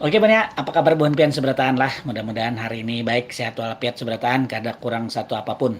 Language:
Banjar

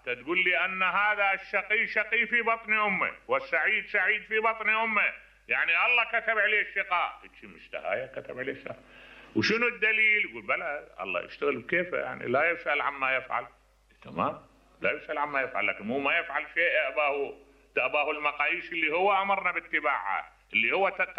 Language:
Mesopotamian Arabic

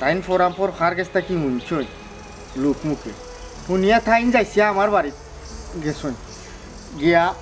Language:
Sylheti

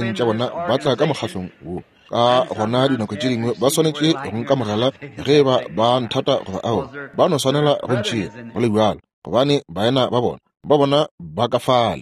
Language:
Northern Sotho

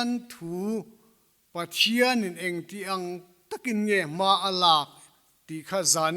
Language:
Mizo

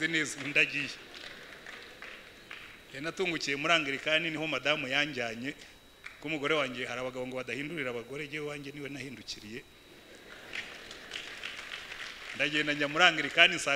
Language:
Kinyarwanda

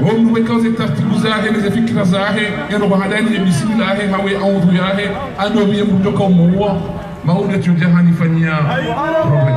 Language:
Ngazidja Comorian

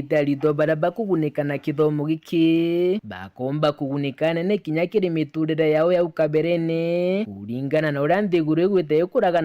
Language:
Meru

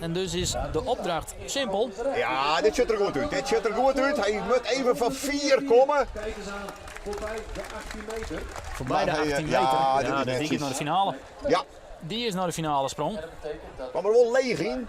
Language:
Western Frisian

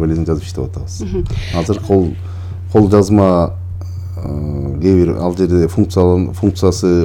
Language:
Kyrgyz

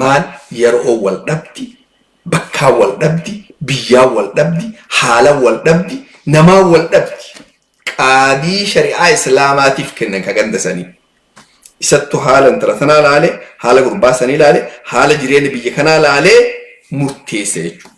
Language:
Oromo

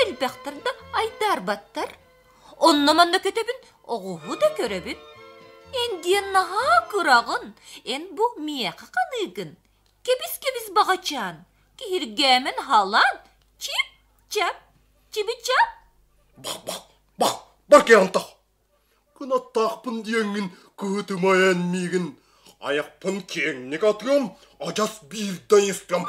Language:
Yakut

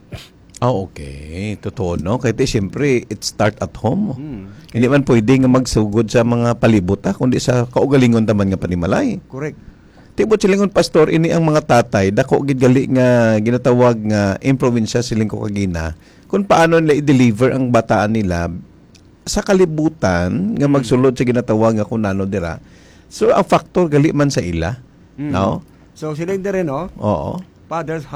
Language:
Hiligaynon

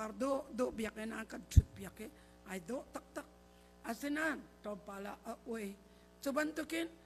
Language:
Hakha Chin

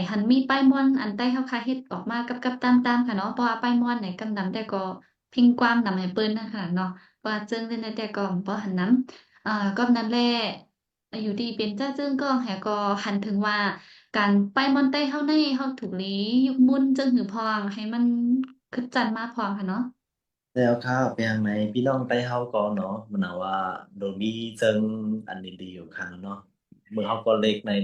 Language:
Shan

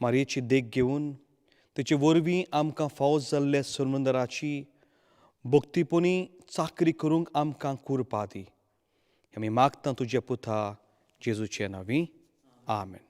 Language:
Konkani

